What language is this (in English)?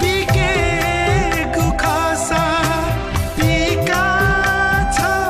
Newari